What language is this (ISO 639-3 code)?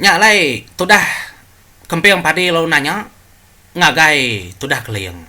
iba